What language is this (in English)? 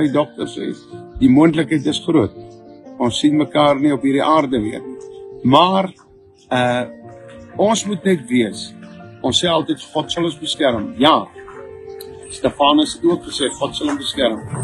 Afrikaans